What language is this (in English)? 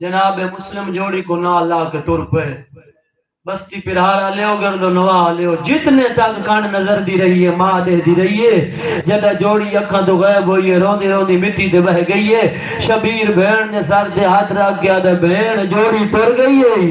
Saraiki